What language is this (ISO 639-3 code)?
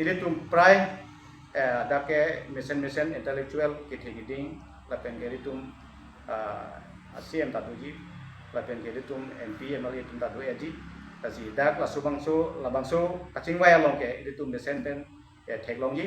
mjw